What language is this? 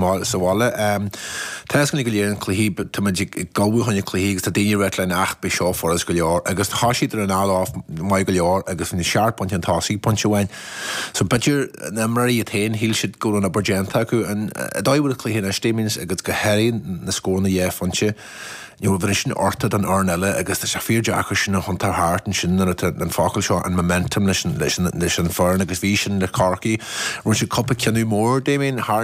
Irish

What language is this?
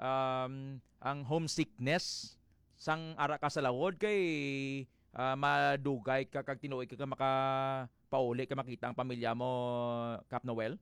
Hiligaynon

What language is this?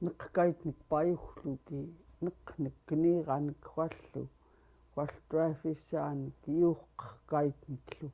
Central Yupik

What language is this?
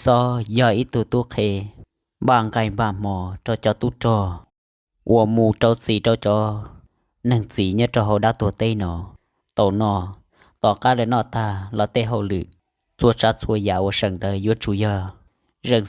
Hmong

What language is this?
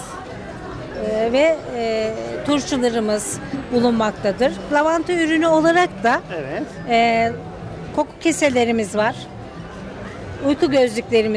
Turkish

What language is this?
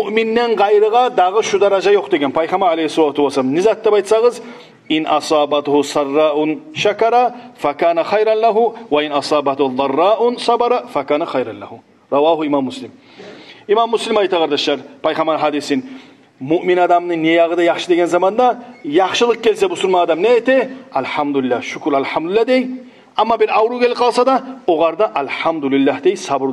Kumyk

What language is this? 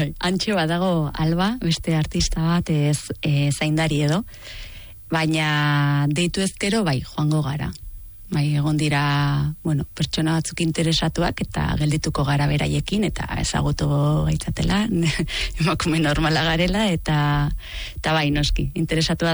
Basque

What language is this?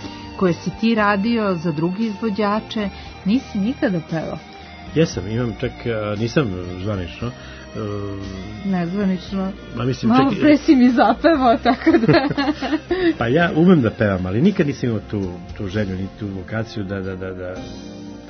Serbian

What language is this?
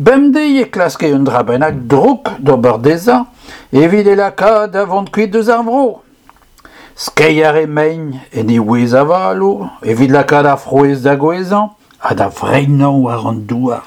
Breton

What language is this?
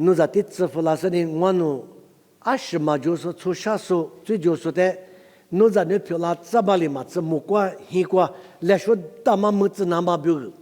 Lisu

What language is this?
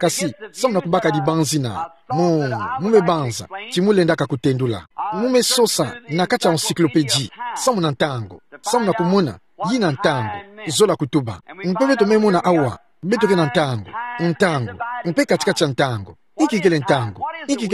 Kituba (Democratic Republic of Congo)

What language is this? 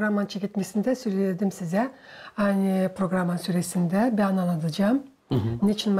Gagauz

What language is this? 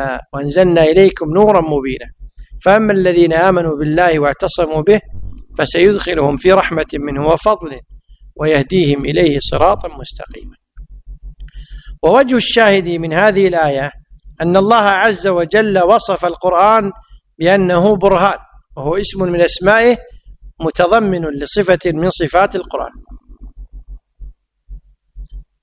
Arabic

